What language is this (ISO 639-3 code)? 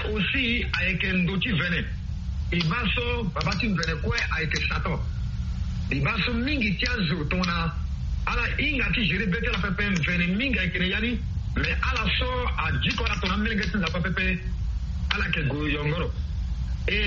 sag